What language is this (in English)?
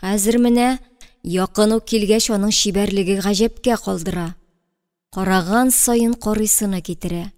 Tatar